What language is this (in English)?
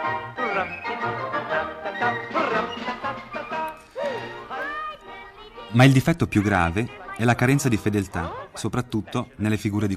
Italian